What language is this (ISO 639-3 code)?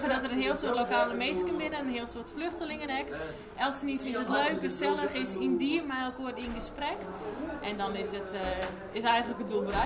fry